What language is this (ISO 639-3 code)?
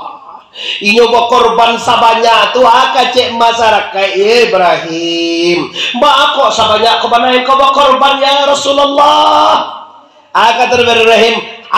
min